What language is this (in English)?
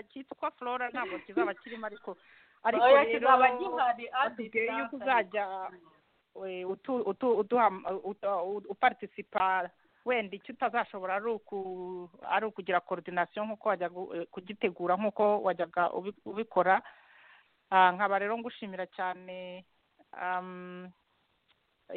Kinyarwanda